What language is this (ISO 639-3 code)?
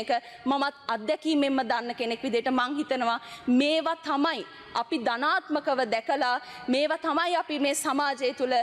sin